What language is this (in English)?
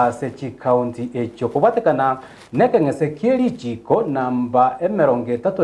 Gusii